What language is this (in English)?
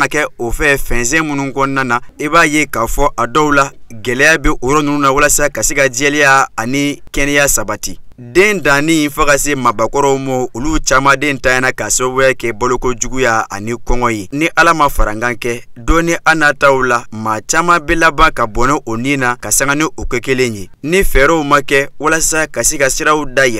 Bambara